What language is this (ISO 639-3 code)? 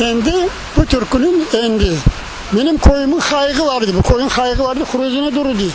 crh